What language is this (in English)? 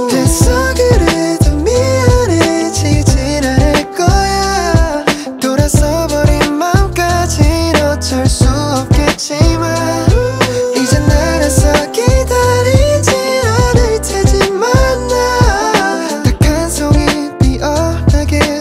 Korean